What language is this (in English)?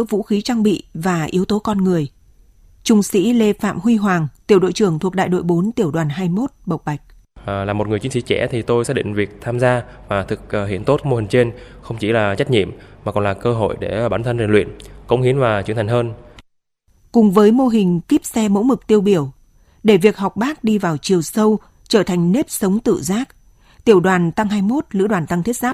Vietnamese